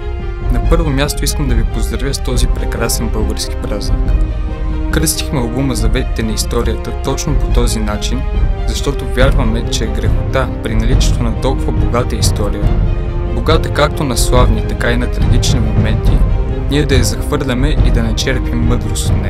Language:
Bulgarian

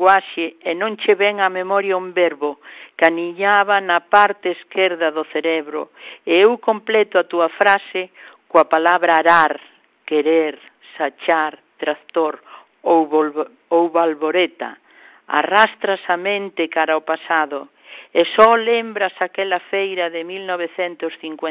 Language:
Galician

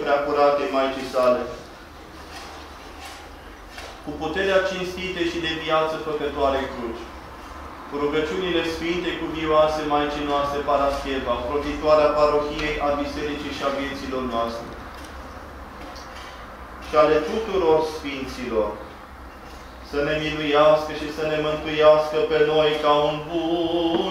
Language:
Romanian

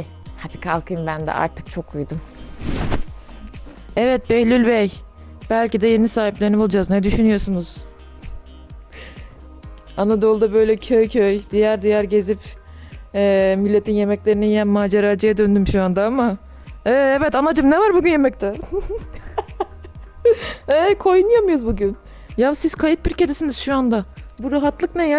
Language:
Turkish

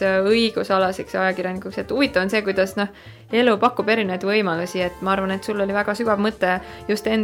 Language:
Estonian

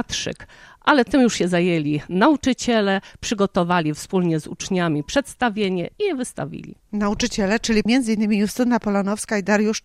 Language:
Polish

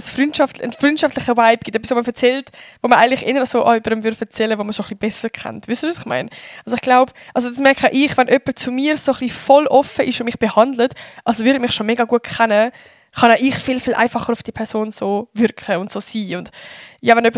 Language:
Swiss German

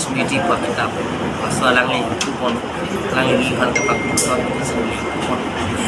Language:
Karbi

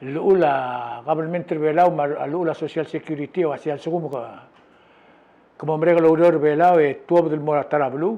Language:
Palauan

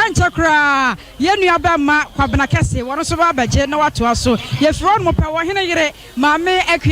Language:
Akan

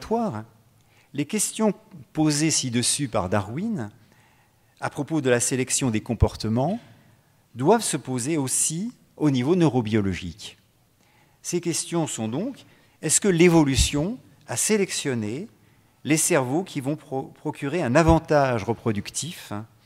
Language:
French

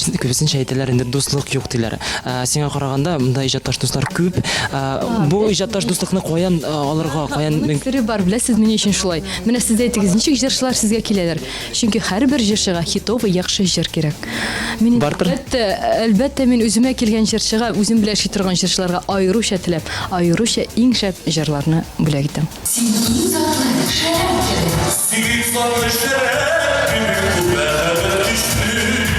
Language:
Tatar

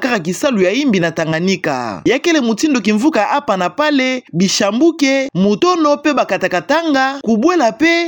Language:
Kituba (Democratic Republic of Congo)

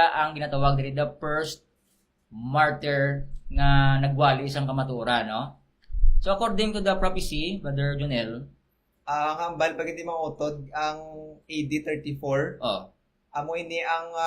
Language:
Hiligaynon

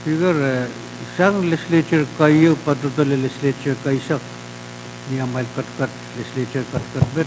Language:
Pohnpeian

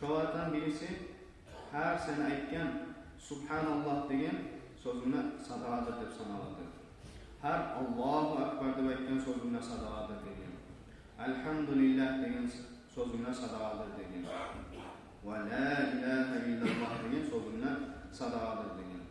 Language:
Kumyk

